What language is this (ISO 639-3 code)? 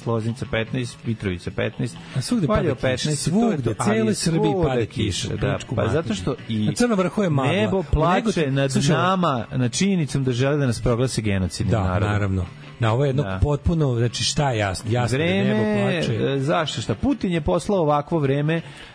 srp